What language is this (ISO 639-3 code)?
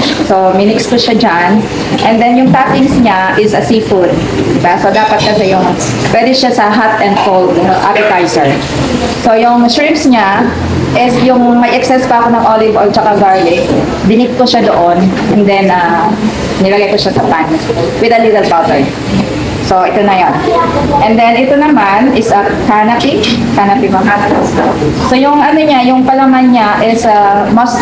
fil